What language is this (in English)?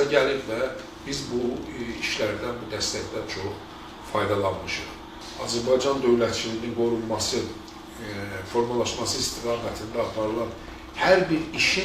Azerbaijani